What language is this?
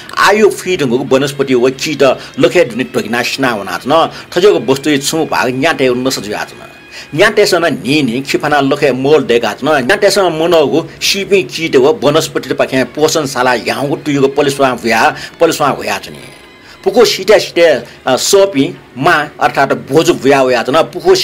Newari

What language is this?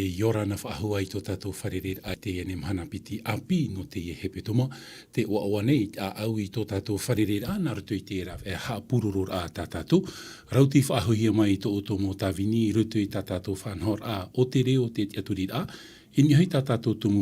Tahitian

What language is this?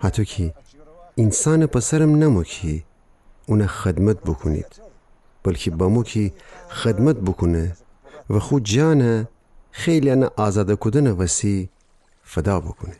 Gilaki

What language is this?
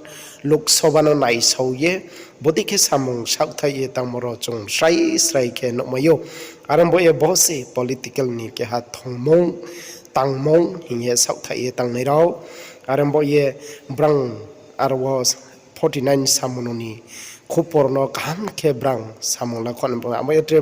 Riang (India)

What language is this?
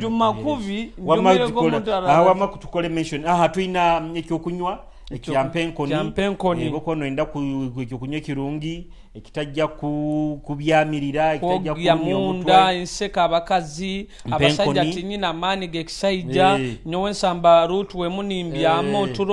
Nyoro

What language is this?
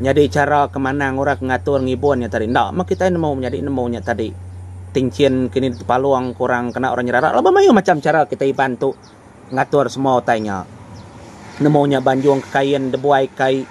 Iban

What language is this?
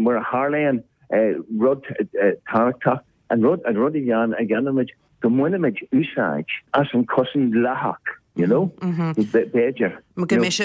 Irish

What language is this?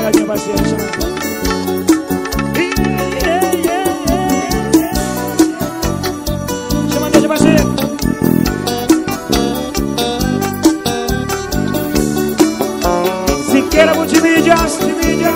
Portuguese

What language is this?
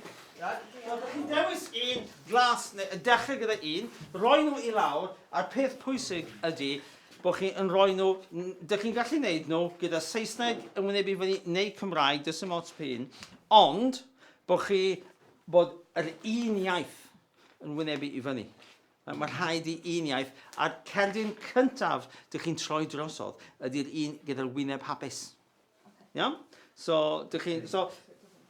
Welsh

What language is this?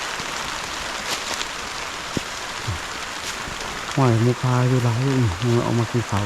Lao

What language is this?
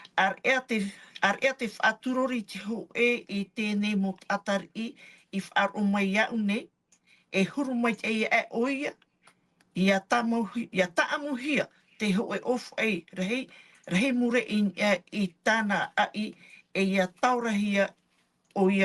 Tahitian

